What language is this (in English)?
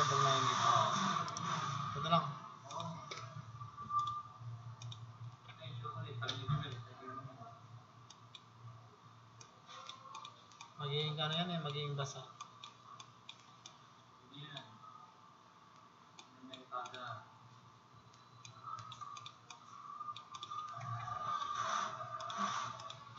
Filipino